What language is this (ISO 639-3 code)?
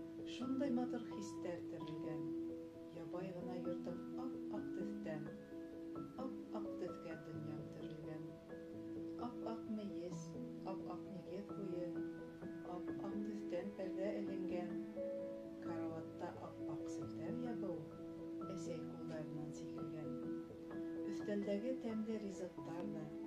bak